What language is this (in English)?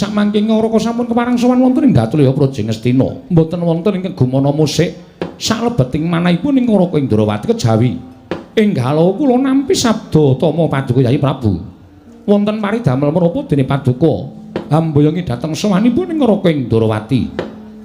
Javanese